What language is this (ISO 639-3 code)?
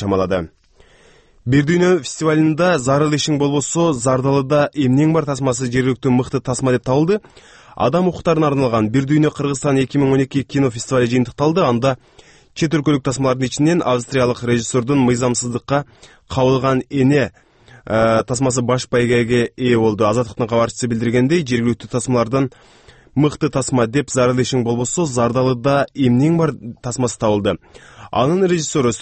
kir